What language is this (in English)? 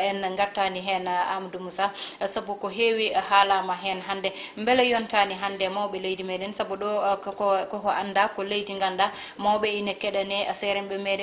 Fula